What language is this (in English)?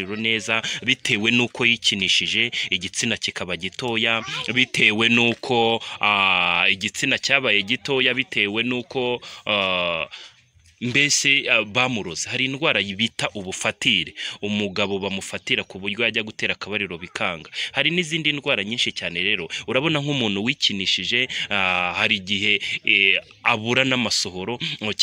Kinyarwanda